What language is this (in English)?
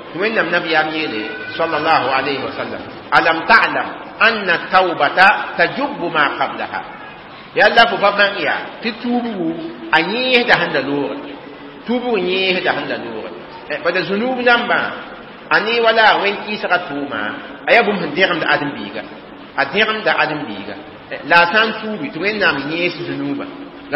Mossi